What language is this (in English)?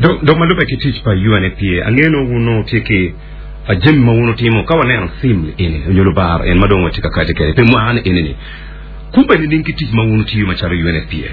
Acoli